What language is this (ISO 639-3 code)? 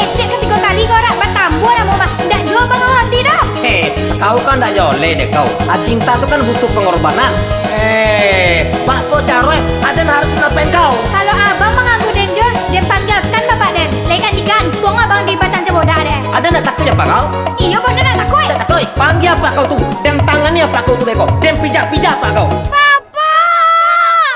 min